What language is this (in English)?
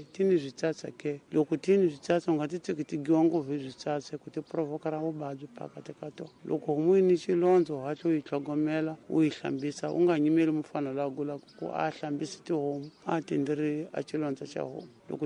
Tsonga